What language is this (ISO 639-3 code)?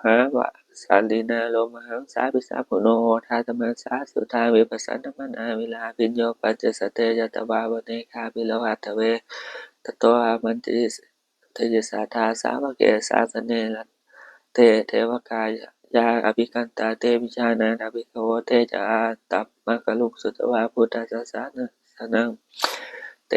pli